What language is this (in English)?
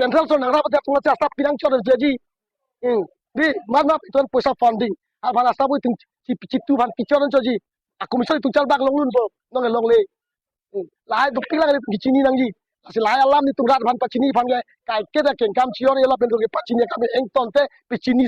Karbi